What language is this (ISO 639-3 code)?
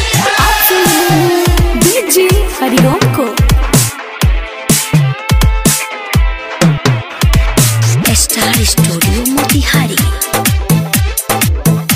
bho